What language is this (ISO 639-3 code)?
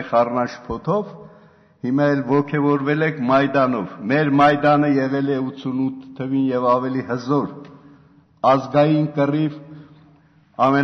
hye